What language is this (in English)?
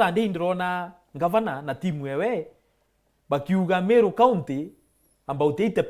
Meru